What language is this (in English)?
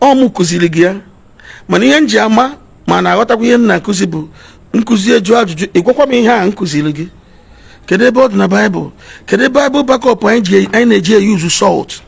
Igbo